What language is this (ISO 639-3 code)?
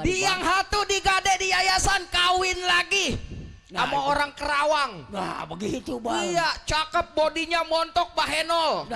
bew